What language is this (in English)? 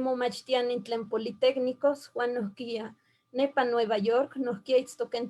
Eastern Huasteca Nahuatl